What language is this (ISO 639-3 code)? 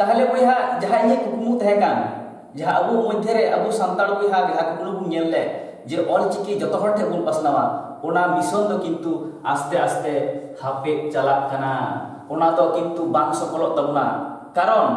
sat